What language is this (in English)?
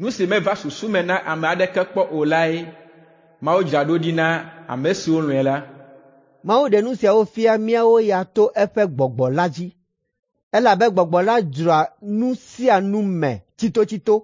Ewe